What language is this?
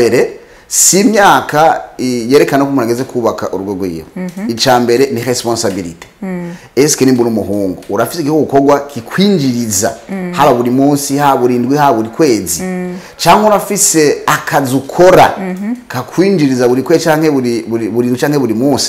Rundi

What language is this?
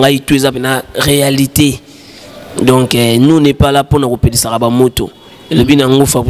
Lingala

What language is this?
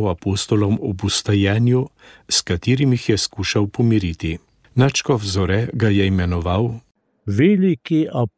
Slovenian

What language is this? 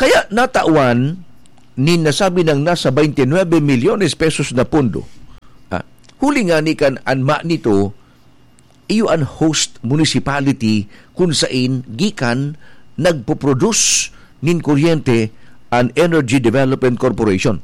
Bikol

